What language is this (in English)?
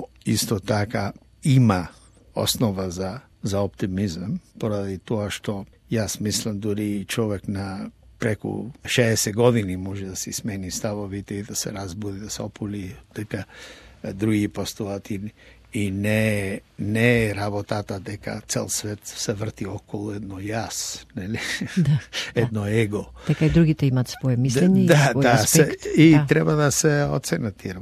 Macedonian